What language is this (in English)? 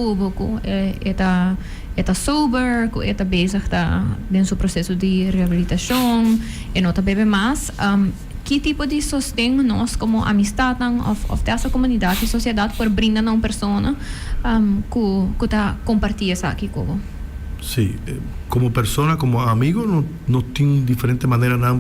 Papiamento